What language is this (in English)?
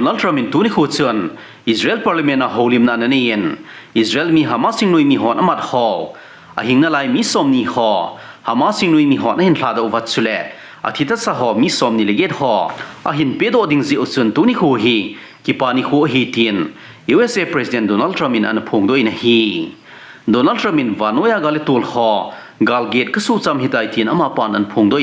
Thado Chin